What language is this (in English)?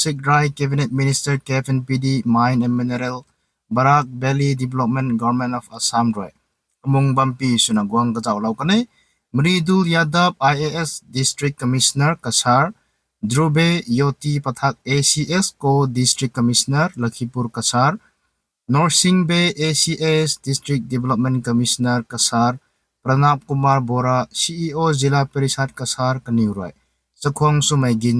Rongmei Naga